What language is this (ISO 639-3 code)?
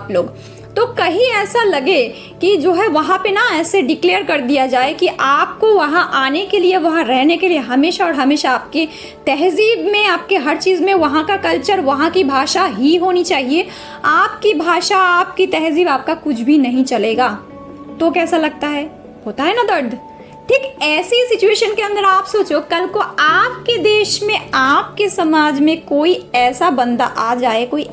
hin